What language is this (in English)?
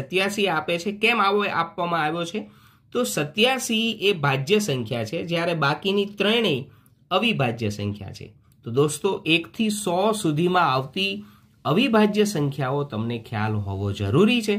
Gujarati